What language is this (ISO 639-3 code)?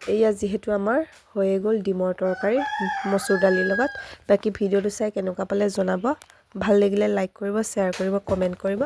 asm